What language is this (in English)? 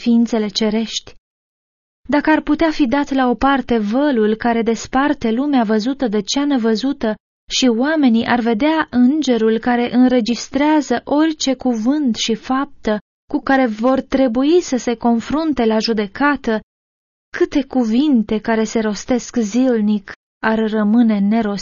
Romanian